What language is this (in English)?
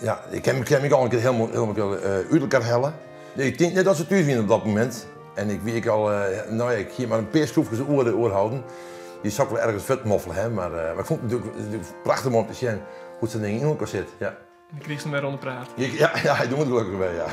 Western Frisian